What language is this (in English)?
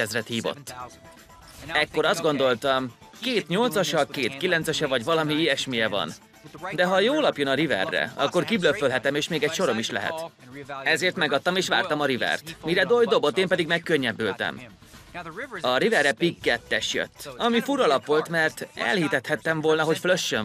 Hungarian